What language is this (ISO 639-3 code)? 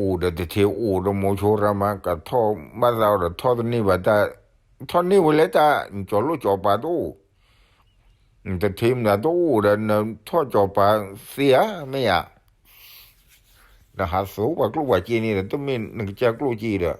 ksw